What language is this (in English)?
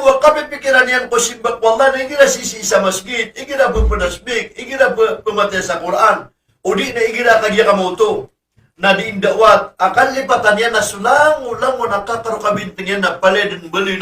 Maranao